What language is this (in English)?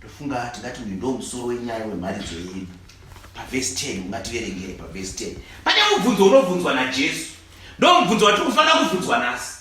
Shona